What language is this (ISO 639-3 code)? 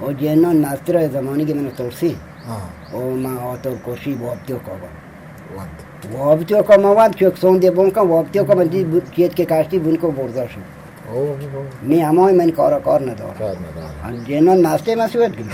bgp